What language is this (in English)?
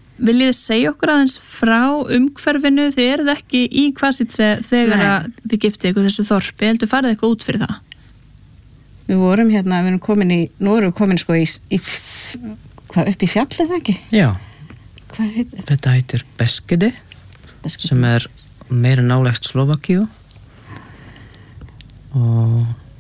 Icelandic